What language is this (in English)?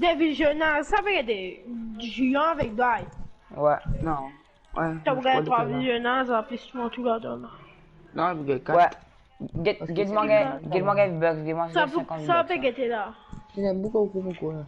Morisyen